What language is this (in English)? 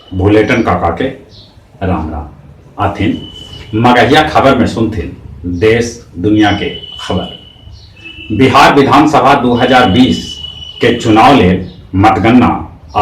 Magahi